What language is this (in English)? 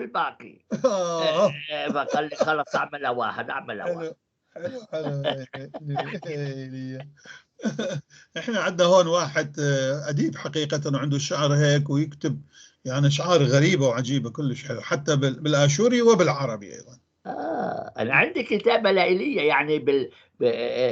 North Levantine Arabic